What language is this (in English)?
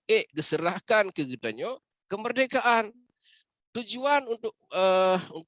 Achinese